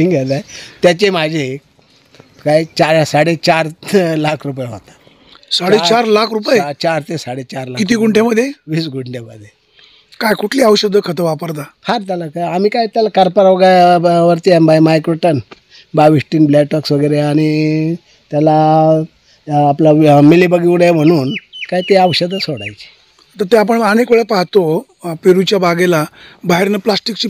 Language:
Marathi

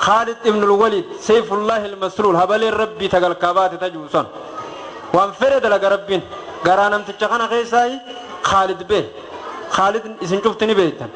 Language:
Oromo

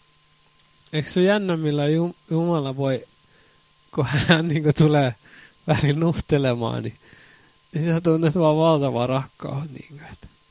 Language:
Finnish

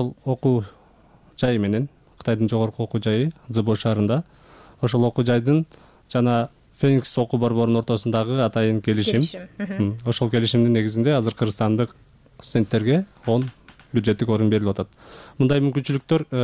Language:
Kyrgyz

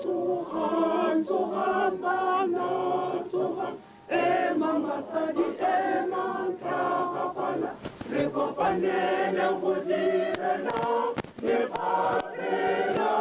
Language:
Tswana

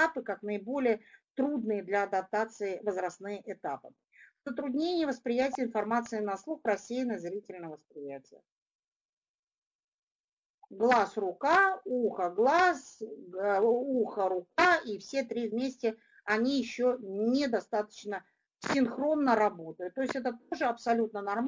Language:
Russian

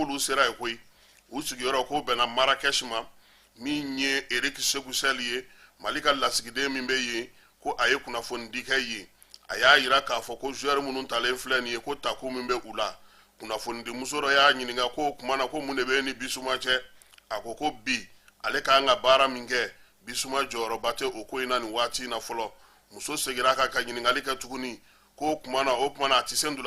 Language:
Bambara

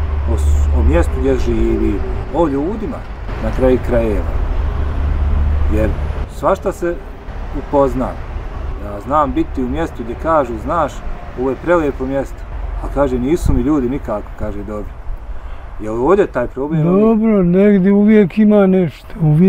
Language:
Bosnian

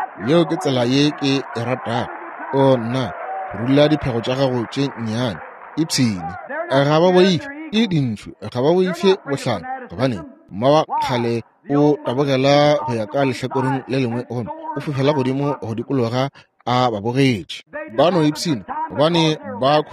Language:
Northern Sotho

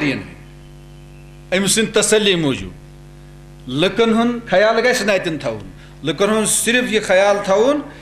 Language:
Kashmiri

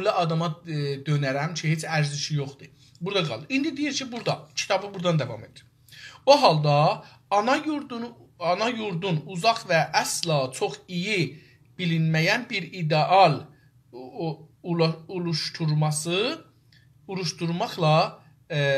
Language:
South Azerbaijani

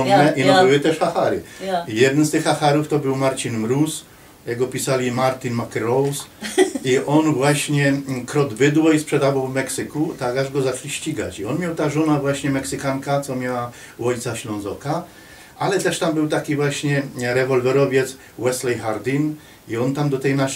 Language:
Silesian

